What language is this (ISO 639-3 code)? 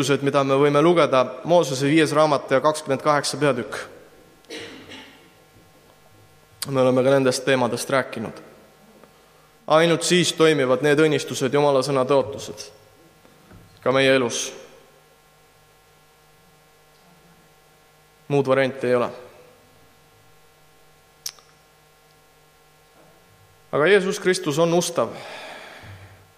est